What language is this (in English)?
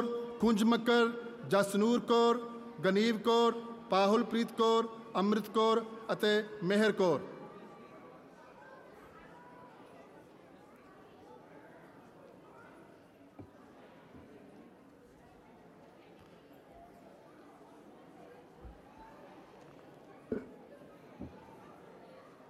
Punjabi